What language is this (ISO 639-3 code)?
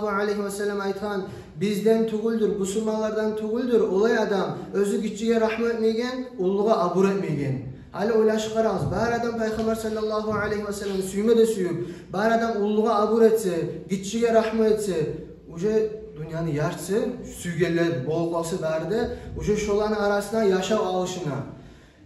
kum